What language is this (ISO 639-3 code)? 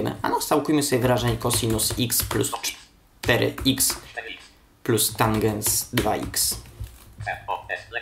pol